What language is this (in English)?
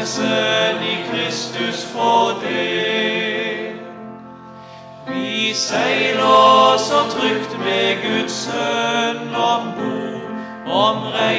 Norwegian